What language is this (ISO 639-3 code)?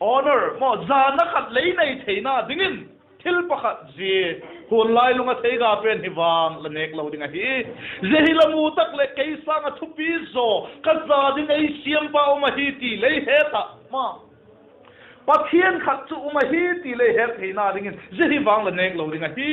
vap